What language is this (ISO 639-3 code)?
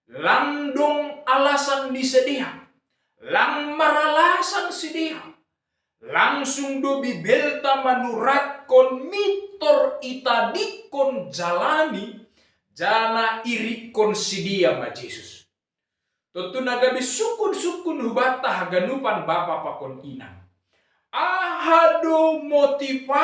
bts